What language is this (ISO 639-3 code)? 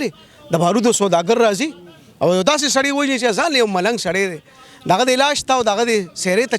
pus